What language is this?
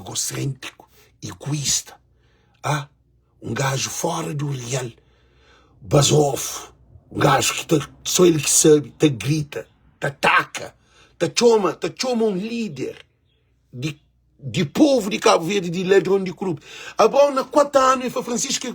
Kabuverdianu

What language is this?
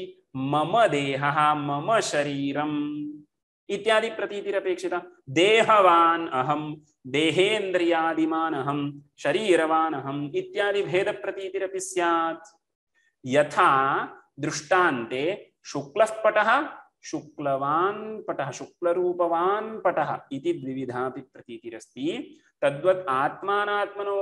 Sanskrit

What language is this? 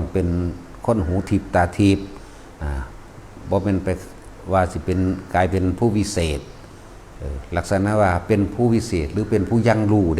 Northeastern Thai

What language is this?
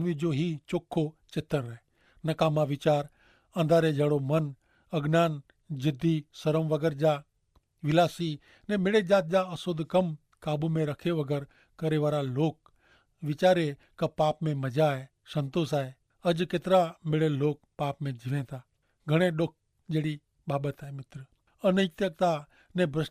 Kachhi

